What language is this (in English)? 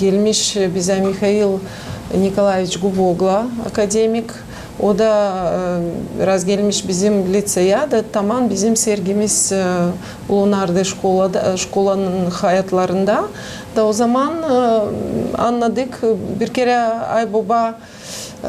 Gagauz